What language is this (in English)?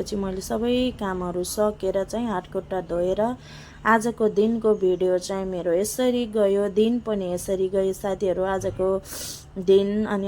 Nepali